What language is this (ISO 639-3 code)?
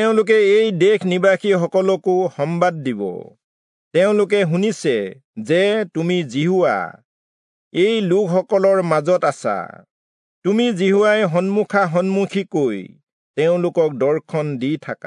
asm